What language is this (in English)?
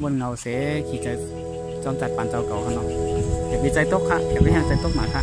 Shan